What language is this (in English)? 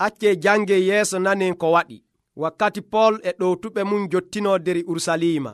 Nigerian Fulfulde